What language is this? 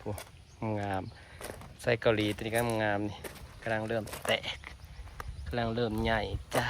Northeastern Thai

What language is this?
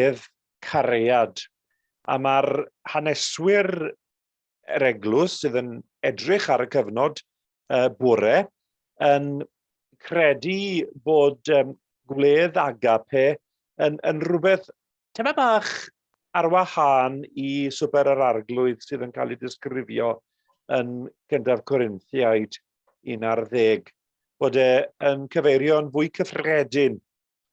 Welsh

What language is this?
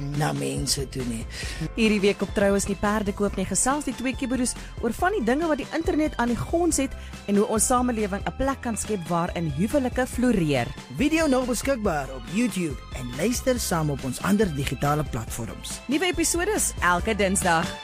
Afrikaans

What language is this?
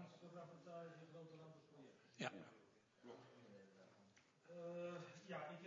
Dutch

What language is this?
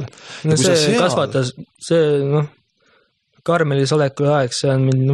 Estonian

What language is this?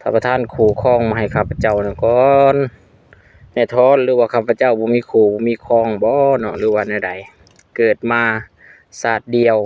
Lao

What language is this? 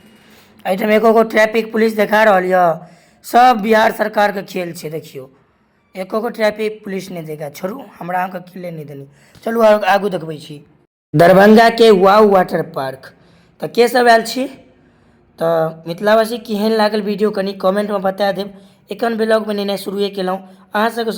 Maithili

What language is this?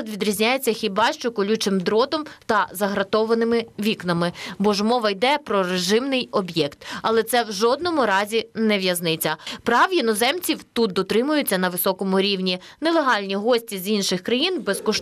Ukrainian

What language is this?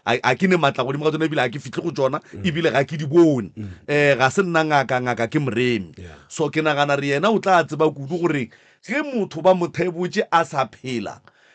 Northern Sotho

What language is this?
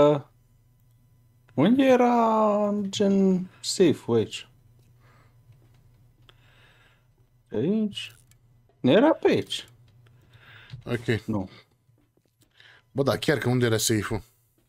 Romanian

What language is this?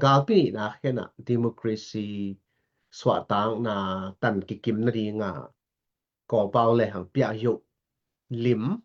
Tedim Chin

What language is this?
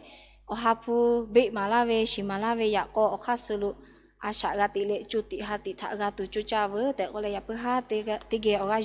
Lahu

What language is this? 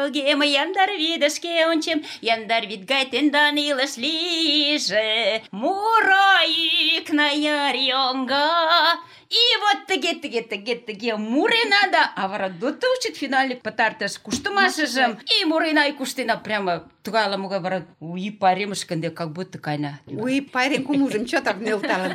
Mari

